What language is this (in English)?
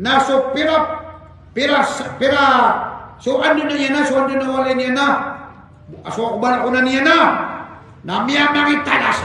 Maranao